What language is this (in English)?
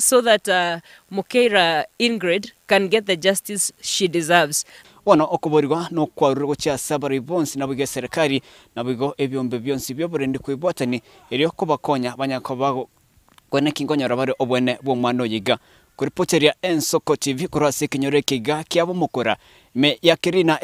Gusii